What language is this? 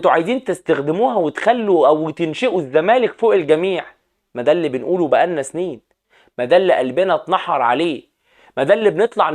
Egyptian Arabic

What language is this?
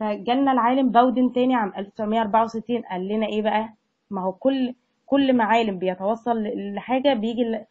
Egyptian Arabic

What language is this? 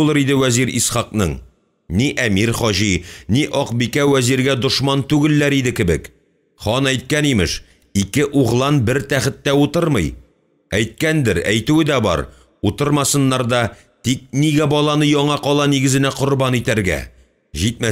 Tatar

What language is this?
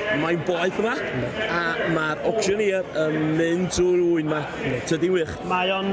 Welsh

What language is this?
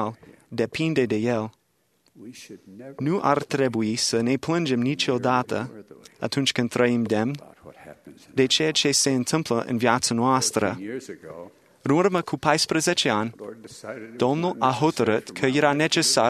Romanian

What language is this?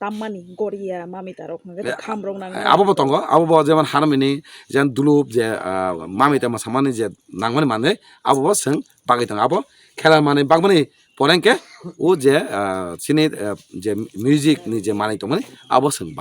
Kok Borok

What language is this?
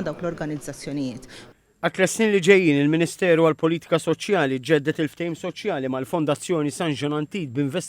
Maltese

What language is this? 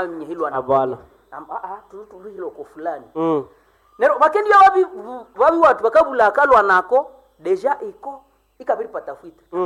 Swahili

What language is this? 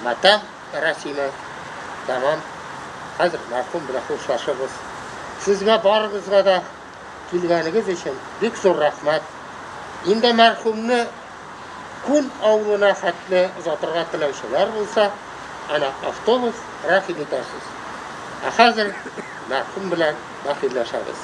Tatar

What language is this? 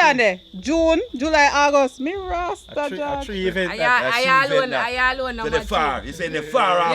Jamaican Creole English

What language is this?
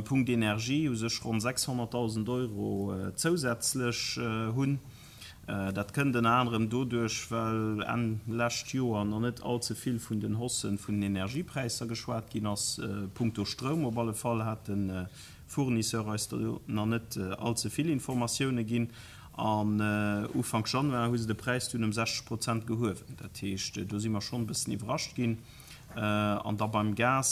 Luxembourgish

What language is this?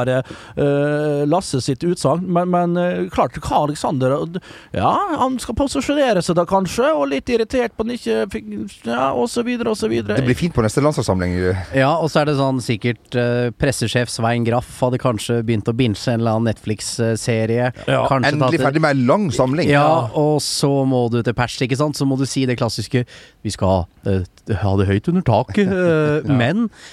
Norwegian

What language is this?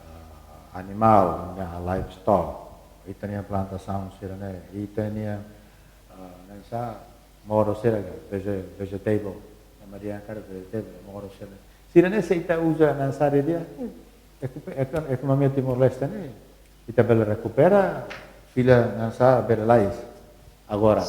Tetum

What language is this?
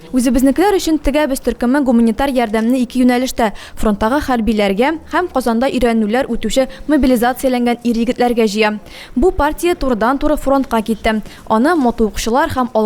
Tatar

